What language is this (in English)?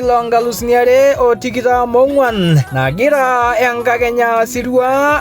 Masai